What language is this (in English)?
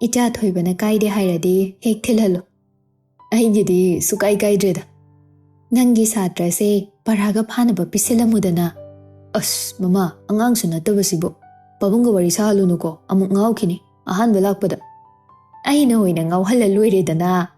Manipuri